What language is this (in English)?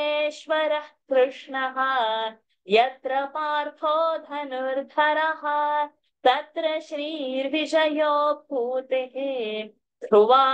Sanskrit